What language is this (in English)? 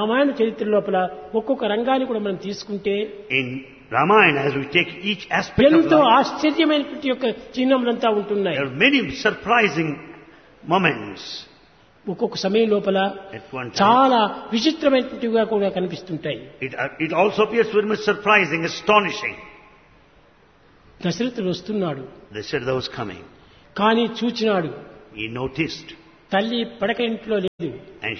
Telugu